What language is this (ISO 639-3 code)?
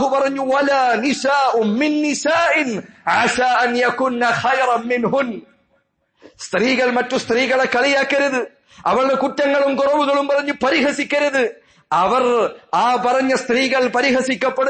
mal